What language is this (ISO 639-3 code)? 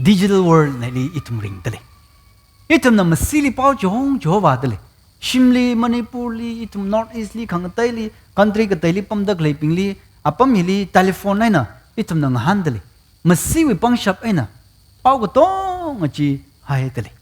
nmf